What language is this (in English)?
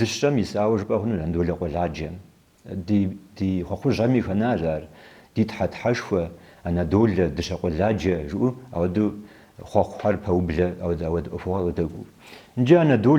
Kabardian